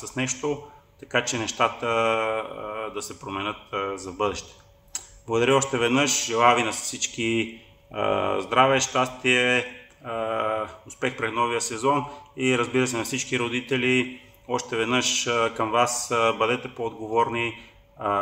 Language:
Bulgarian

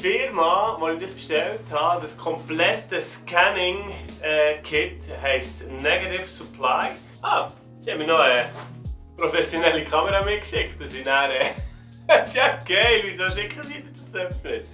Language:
Swiss German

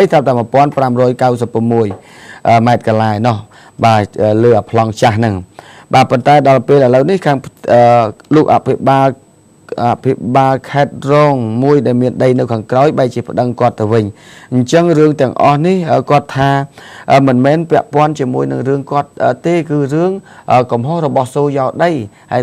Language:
Khmer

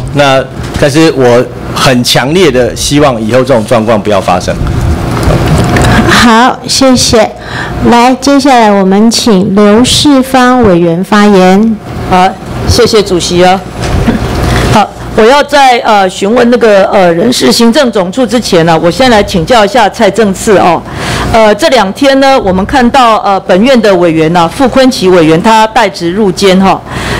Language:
Chinese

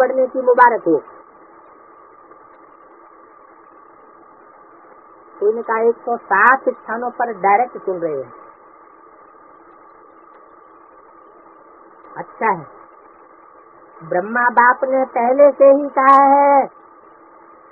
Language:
Hindi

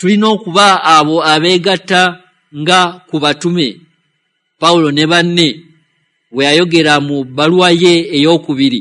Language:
Ganda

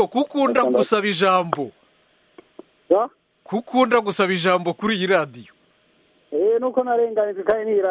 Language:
Kinyarwanda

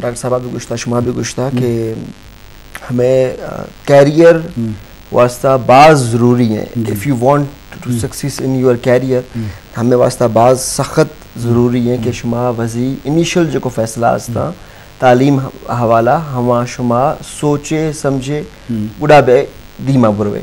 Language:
Eastern Balochi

